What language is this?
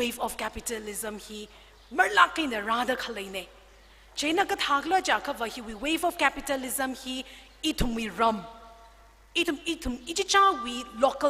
Tangkhul Naga (India)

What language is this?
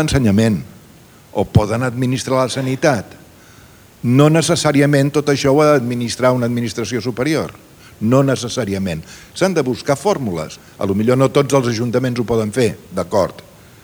Catalan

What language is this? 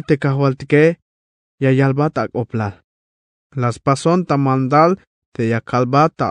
Tzeltal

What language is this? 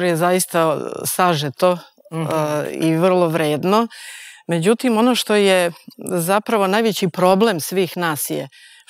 Serbian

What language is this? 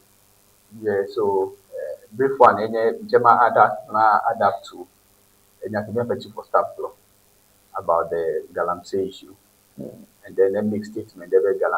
Ewe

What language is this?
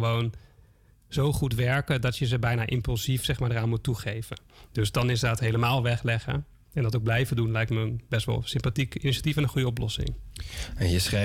Dutch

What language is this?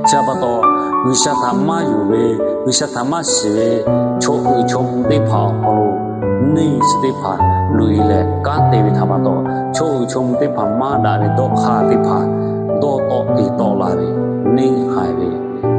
Lahu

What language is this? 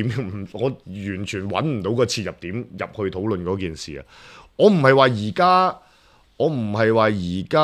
Cantonese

